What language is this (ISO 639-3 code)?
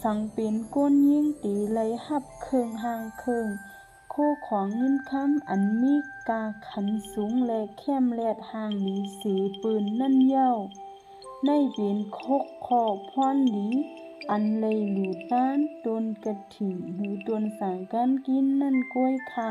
shn